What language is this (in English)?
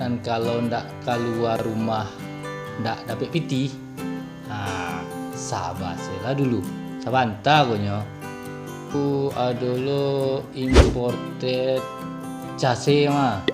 Minangkabau